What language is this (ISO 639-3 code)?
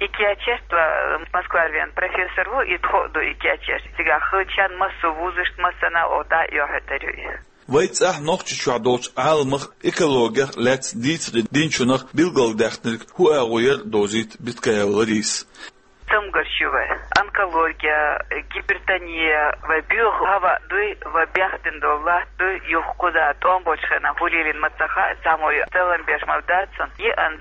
che